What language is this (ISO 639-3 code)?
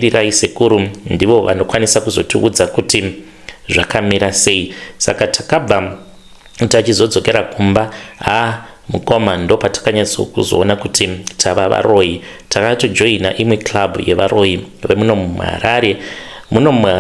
sna